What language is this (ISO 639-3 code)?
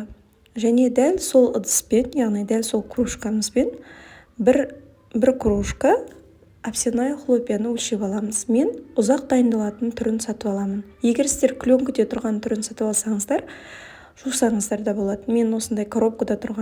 kaz